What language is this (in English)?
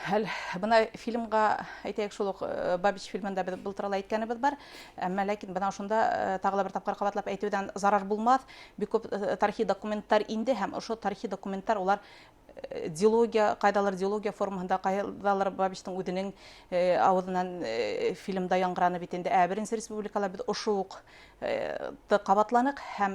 Bashkir